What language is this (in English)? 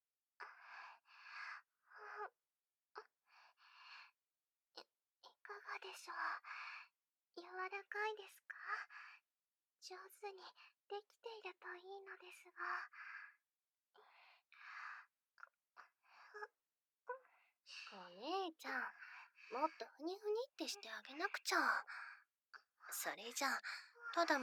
Japanese